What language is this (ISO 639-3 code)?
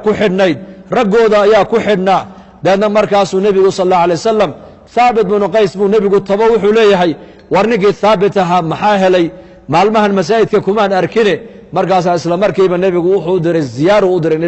som